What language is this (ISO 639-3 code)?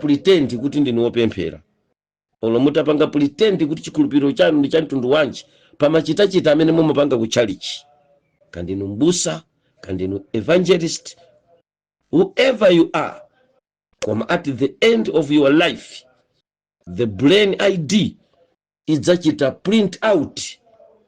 nya